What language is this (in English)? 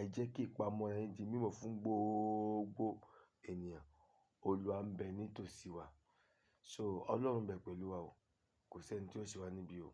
Yoruba